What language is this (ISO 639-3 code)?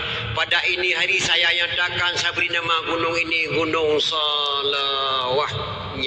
ace